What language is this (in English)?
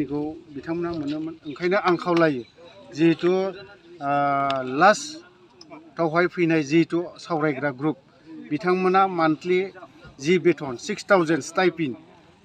Bodo